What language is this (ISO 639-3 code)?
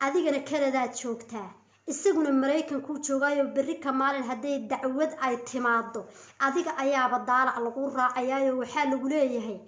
som